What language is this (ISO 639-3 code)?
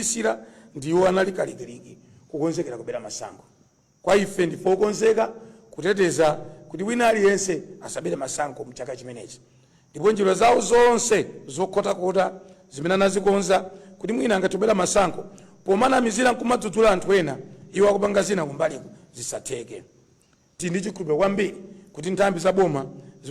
nya